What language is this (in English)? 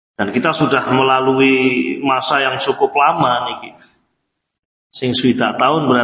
Javanese